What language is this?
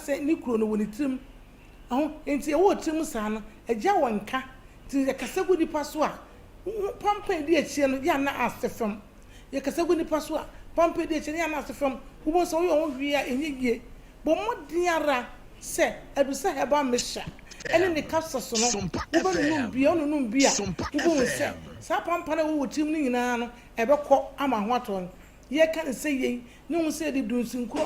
Akan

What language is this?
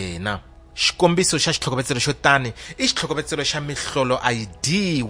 Tsonga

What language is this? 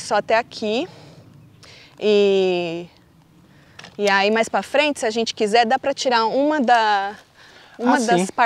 Portuguese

